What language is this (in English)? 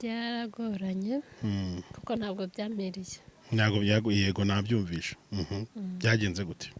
Kinyarwanda